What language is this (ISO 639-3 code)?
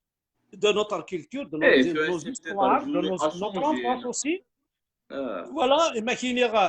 kab